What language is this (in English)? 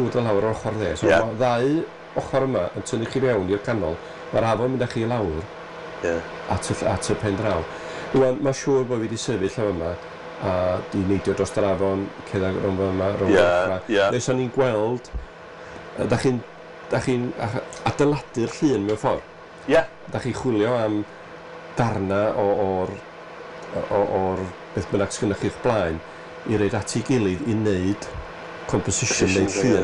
Welsh